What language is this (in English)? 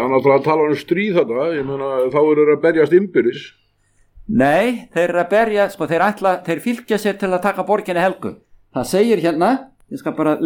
Icelandic